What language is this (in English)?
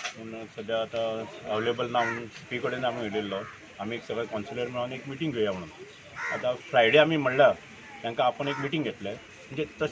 Konkani